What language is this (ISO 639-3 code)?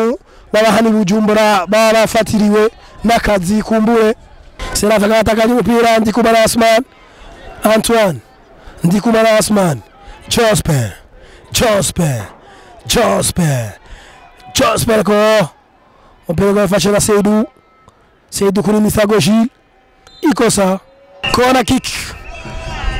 run